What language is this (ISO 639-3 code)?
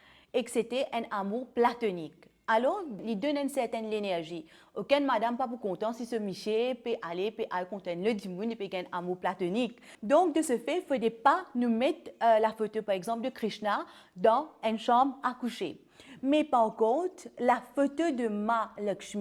mfe